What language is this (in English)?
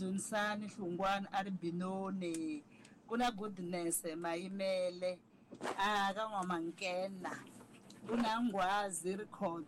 Tsonga